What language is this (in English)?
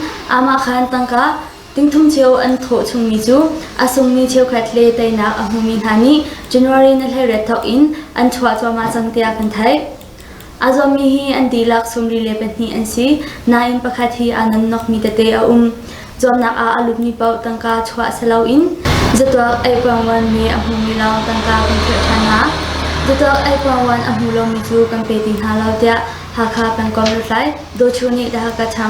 Hakha Chin